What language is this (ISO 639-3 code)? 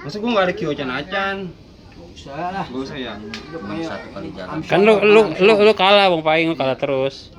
bew